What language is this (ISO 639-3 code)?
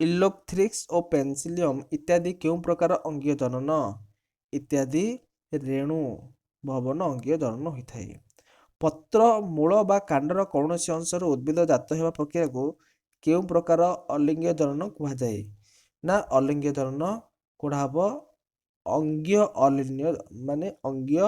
ori